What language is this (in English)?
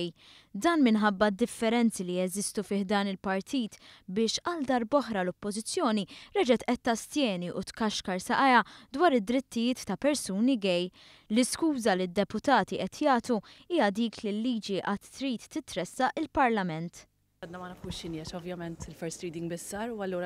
Maltese